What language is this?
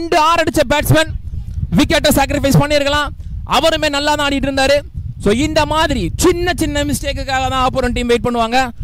Tamil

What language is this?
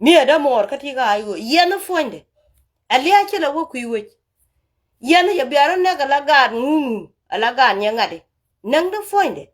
Nuer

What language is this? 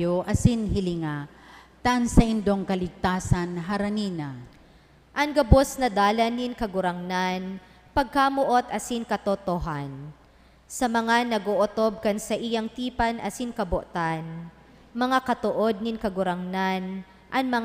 Bikol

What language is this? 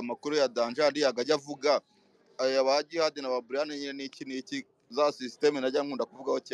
Kinyarwanda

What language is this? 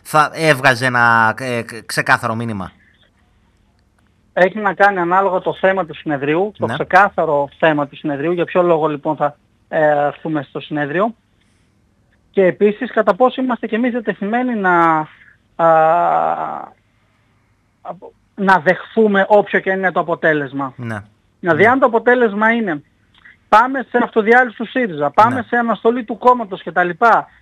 Greek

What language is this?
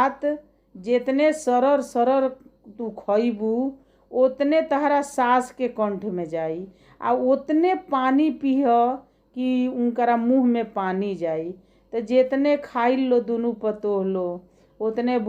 Bhojpuri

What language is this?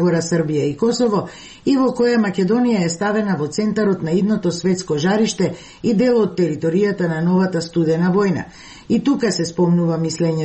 Macedonian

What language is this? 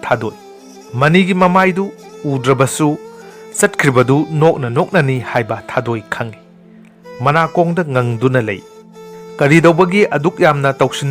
Manipuri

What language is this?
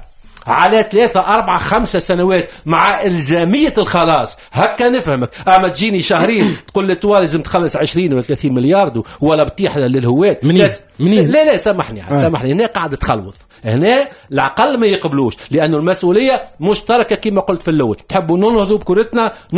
Tunisian Arabic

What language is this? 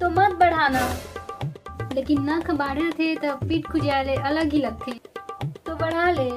Chhattisgarhi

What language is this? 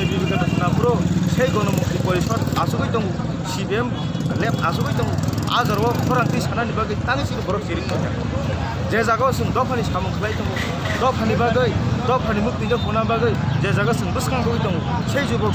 Kok Borok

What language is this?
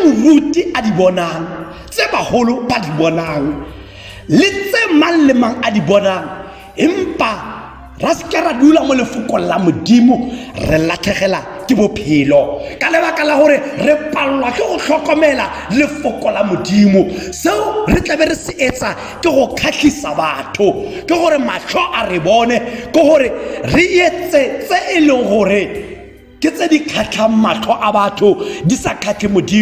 Tswana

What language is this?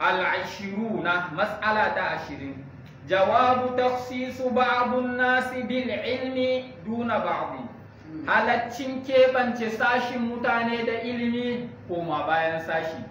Hausa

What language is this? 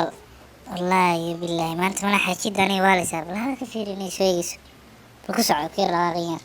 Somali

